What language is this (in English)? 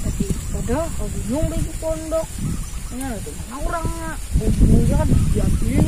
Banjar